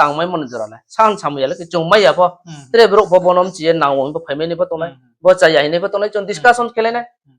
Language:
Riang (India)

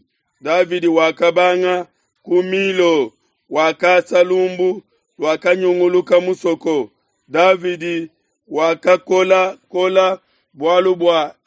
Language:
Luba-Lulua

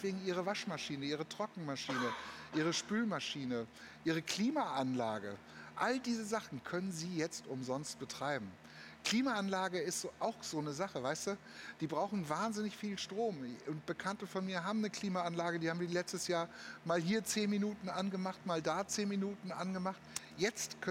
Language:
German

